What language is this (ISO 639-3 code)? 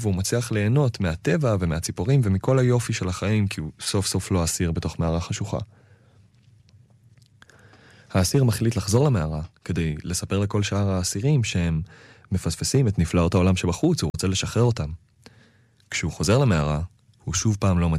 heb